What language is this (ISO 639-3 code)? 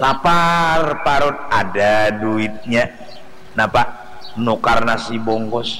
bjn